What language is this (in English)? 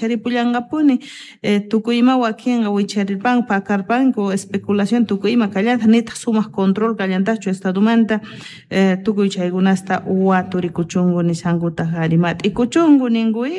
Quechua